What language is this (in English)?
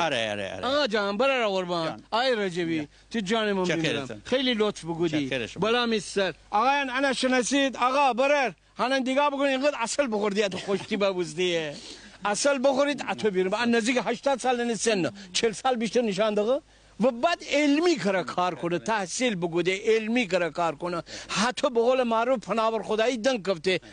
Gilaki